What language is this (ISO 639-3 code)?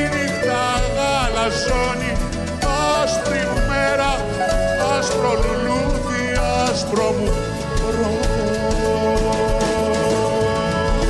ell